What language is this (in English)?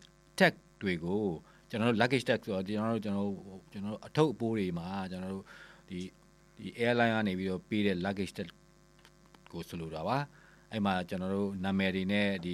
Burmese